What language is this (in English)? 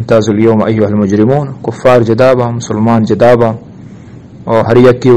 Eastern Balochi